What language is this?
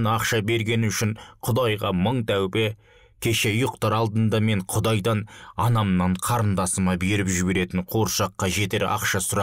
Kazakh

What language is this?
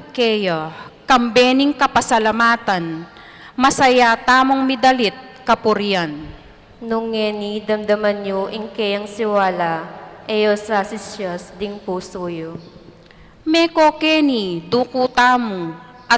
Pampanga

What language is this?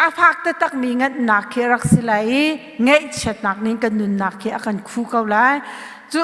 Hakha Chin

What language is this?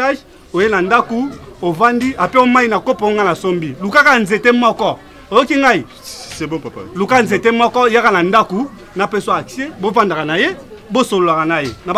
Lingala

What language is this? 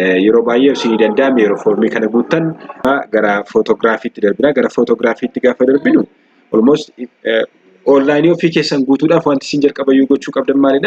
Oromo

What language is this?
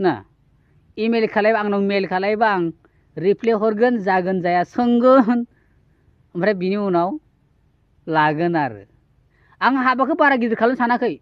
Bodo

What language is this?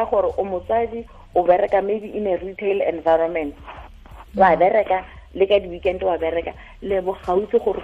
Tswana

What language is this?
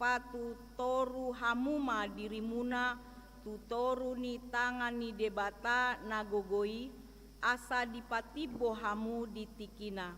Batak Toba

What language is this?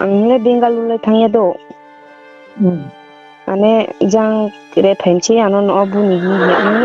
Riang (India)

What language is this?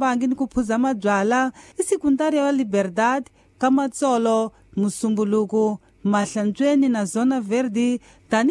Tsonga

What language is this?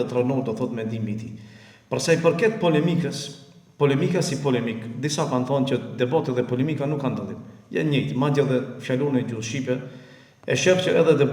Albanian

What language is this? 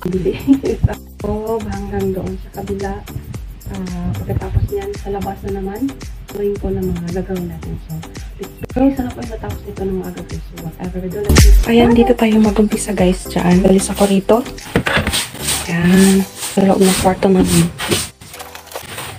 Filipino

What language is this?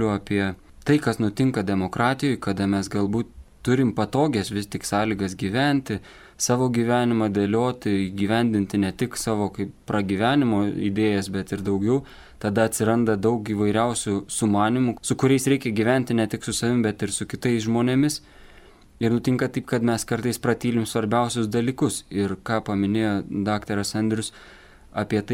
Lithuanian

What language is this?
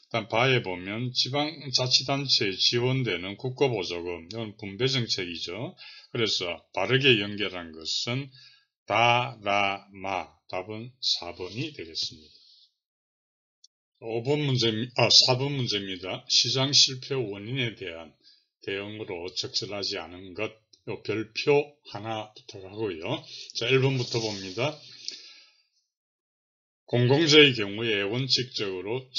Korean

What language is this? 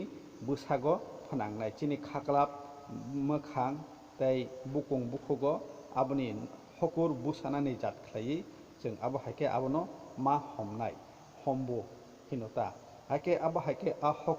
Kok Borok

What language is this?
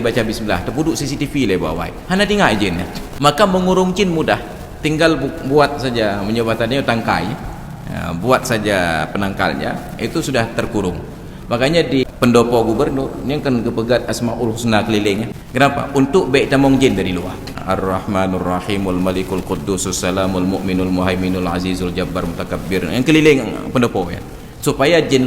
Achinese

